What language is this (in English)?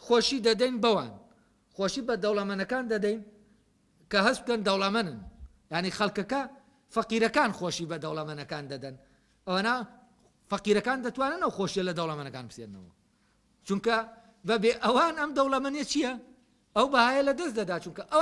Central Kurdish